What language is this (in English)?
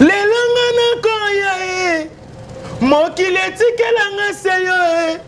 Lingala